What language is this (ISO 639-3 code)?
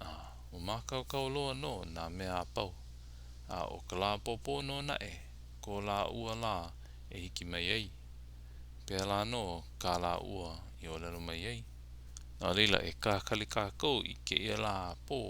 haw